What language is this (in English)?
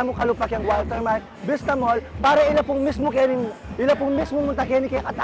Pampanga